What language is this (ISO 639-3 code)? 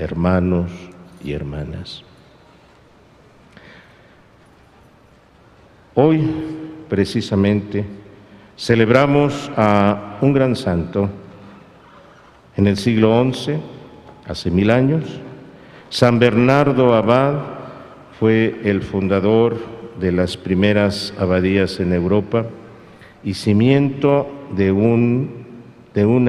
spa